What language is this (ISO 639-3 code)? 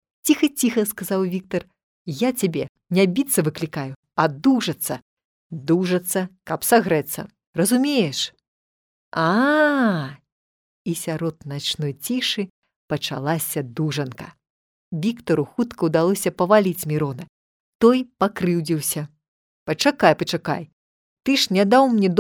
bel